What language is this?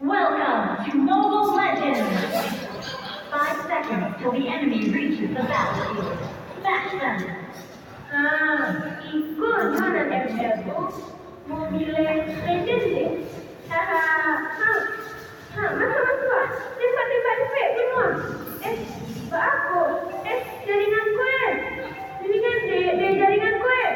Minangkabau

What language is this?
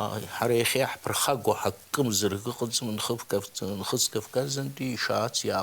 Abkhazian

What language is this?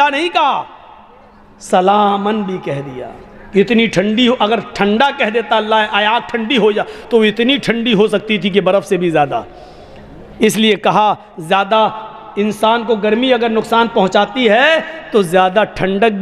Urdu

